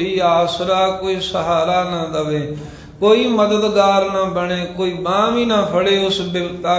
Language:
Punjabi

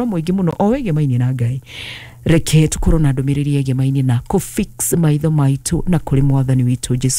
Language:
Kikuyu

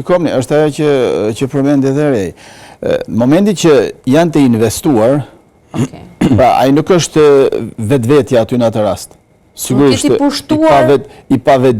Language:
Albanian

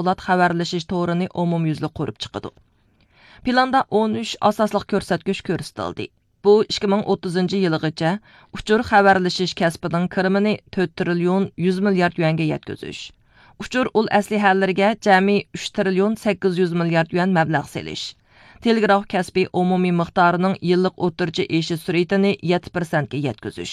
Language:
Uyghur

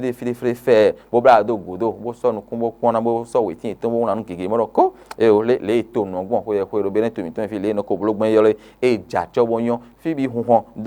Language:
Fon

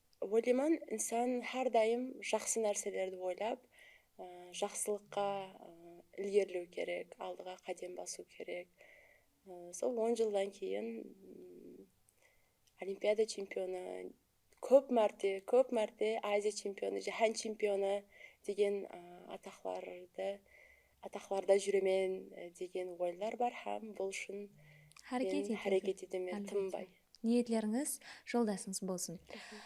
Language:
Kara-Kalpak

